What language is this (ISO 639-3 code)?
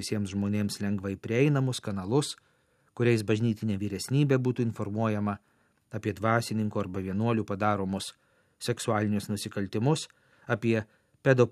lit